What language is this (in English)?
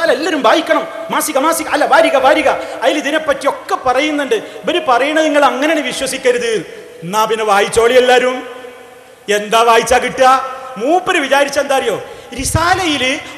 Malayalam